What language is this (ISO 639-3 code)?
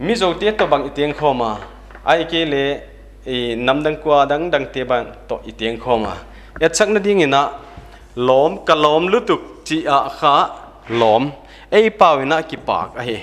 pck